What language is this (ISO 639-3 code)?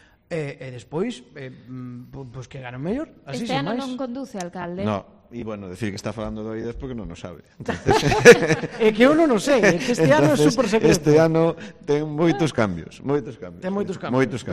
glg